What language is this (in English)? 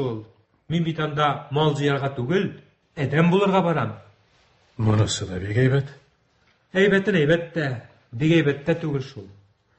Tatar